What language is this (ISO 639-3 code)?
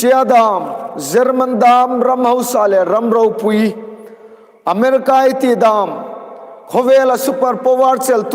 hmr